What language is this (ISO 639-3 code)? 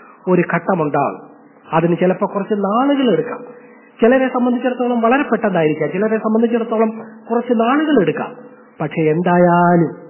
mal